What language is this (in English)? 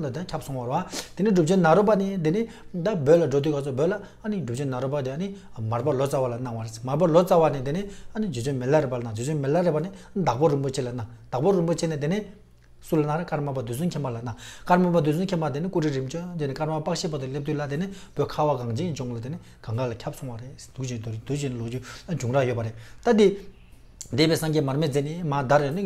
Tibetan